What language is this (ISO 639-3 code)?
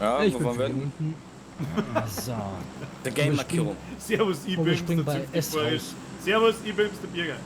bar